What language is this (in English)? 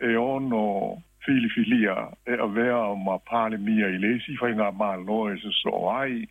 Samoan